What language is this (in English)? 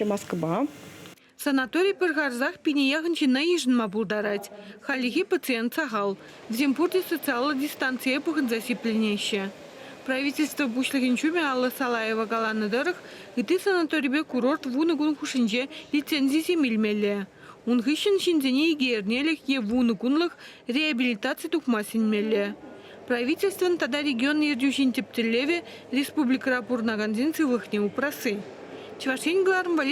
Chuvash